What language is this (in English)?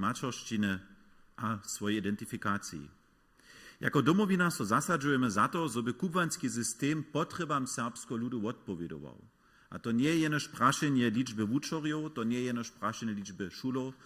Upper Sorbian